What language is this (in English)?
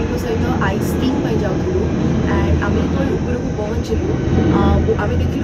Odia